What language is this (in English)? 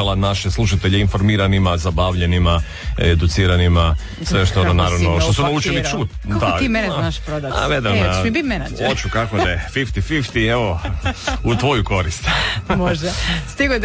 Croatian